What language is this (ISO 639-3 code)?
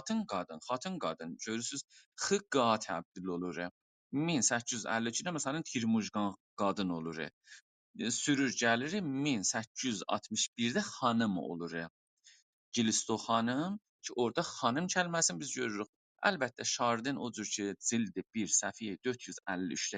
azb